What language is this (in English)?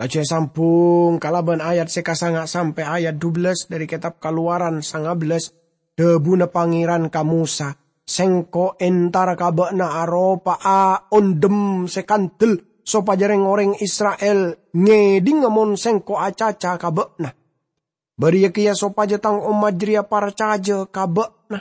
Madurese